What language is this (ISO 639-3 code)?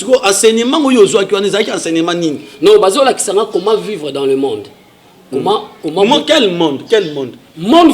lin